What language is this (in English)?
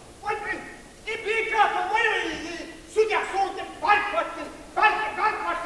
Chechen